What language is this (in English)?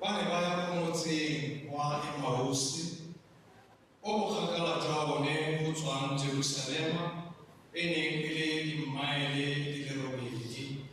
Tswana